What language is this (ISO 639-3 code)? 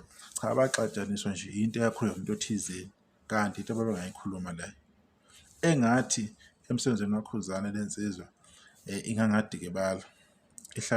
zul